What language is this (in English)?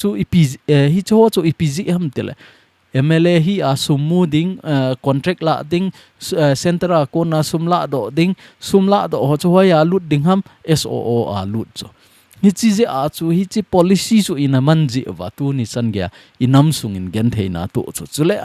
Thado Chin